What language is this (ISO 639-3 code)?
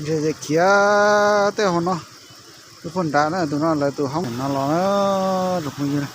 hmn